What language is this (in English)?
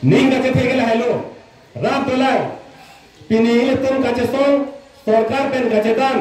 Karbi